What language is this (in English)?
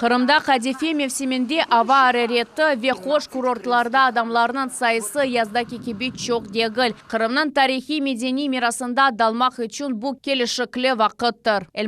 Crimean Tatar